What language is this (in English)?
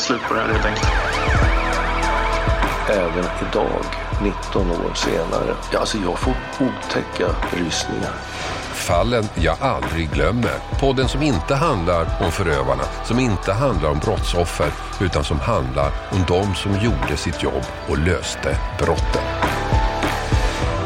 Swedish